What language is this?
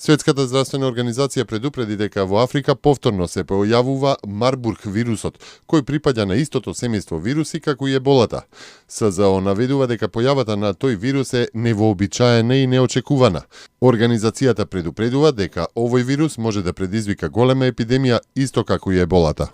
Macedonian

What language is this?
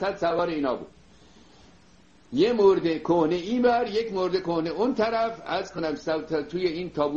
Persian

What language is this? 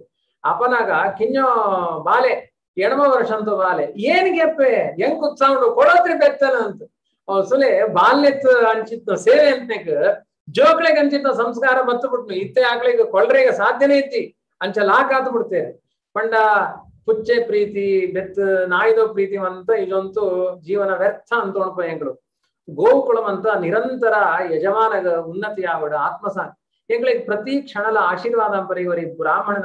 Tulu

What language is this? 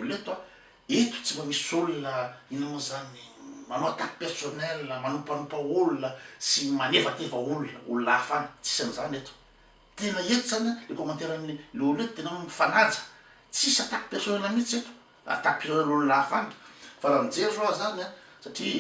Malagasy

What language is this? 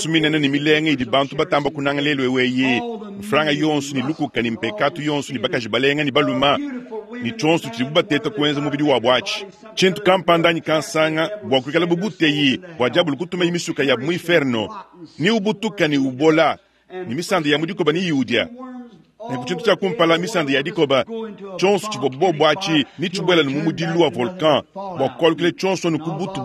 Luba-Lulua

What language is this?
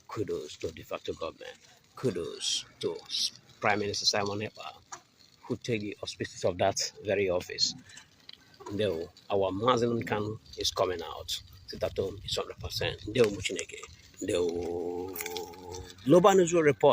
Nigerian Pidgin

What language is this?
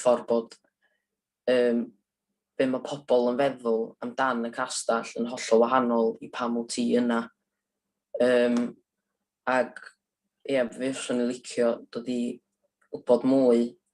Welsh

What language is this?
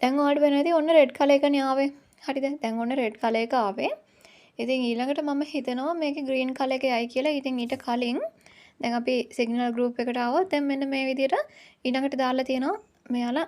Sinhala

